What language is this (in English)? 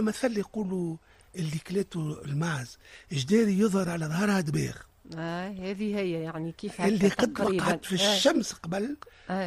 Tunisian Arabic